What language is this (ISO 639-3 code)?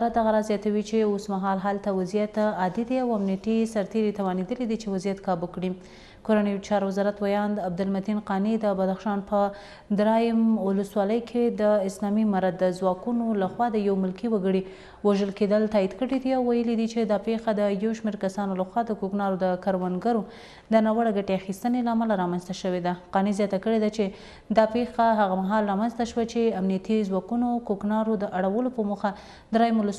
pus